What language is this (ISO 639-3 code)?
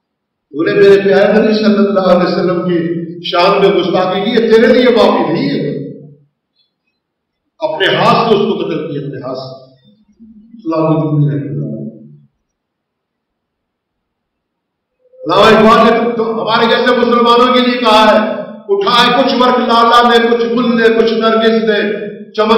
urd